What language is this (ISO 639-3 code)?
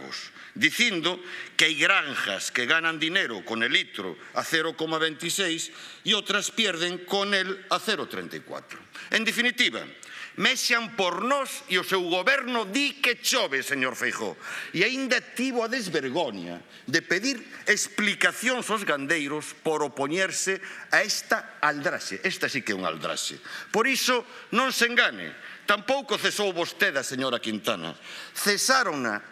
glg